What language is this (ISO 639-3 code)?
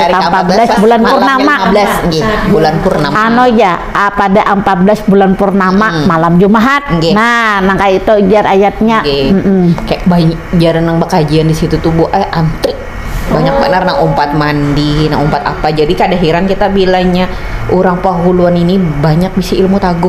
bjn